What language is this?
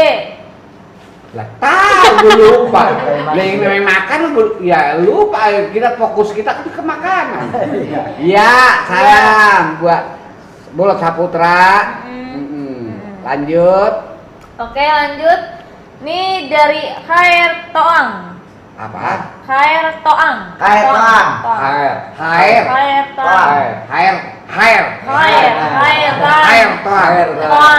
Betawi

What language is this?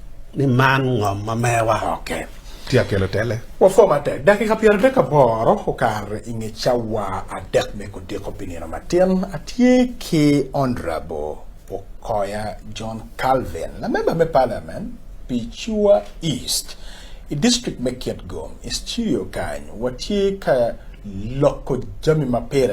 Acoli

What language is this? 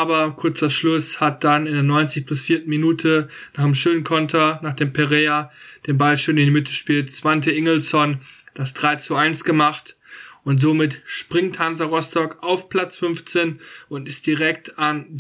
German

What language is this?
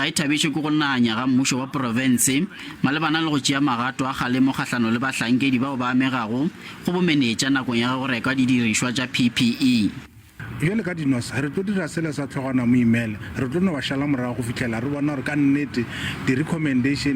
Northern Sotho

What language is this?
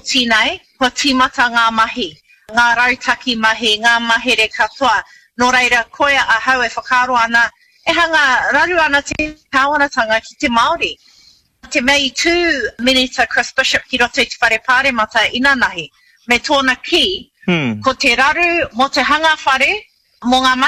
Māori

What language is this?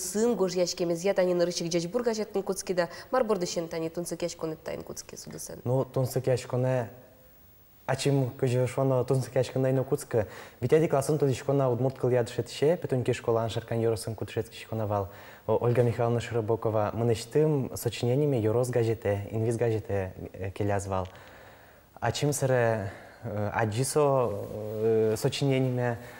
Udmurt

